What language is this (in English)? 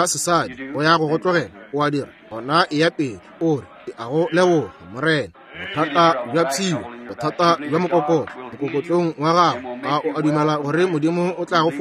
Northern Sotho